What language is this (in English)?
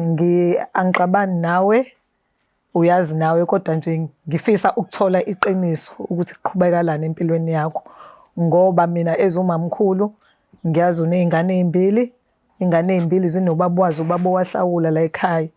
Zulu